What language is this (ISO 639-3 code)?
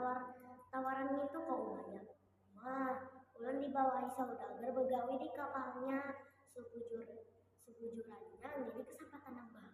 bjn